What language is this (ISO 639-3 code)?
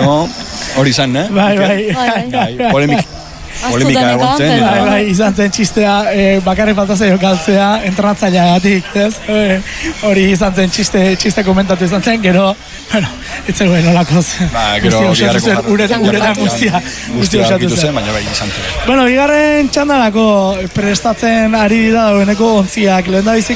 eus